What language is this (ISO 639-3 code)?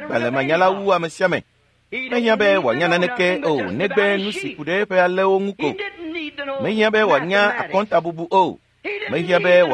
ewe